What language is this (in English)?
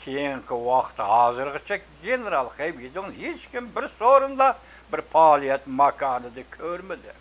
Uyghur